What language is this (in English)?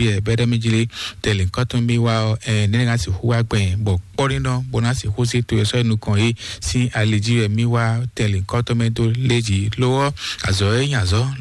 Fon